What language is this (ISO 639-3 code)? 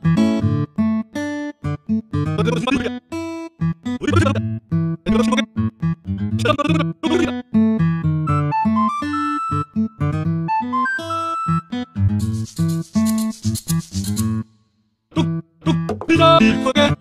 kor